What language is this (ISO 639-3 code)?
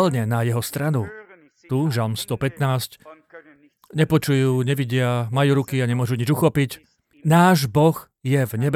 slk